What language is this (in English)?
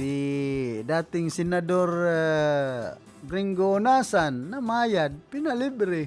Bikol